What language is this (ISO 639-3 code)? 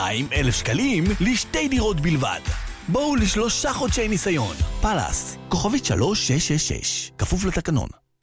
heb